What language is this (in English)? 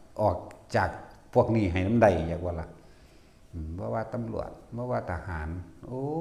Northeastern Thai